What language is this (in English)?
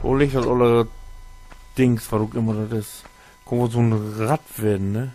Low German